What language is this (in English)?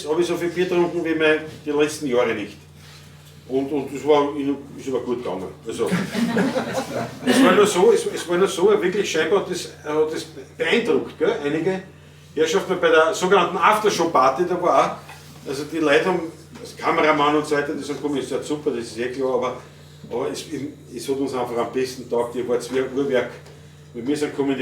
Bavarian